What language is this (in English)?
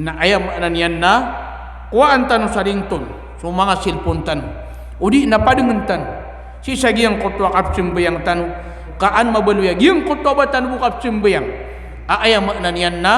Maranao